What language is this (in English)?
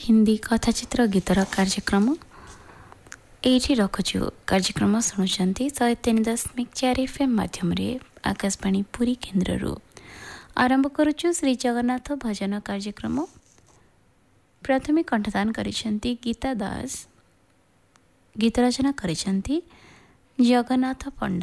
Odia